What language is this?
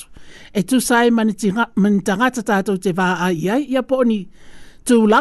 Samoan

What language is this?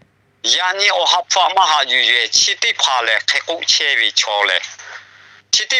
Lahu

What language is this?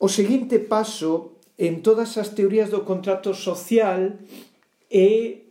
Galician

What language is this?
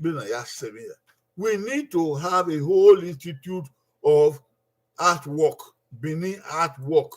Bini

